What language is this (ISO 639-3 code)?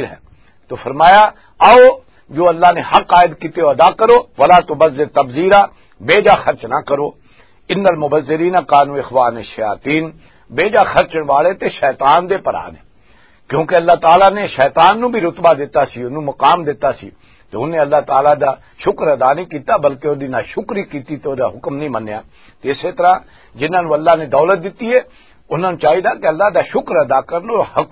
lah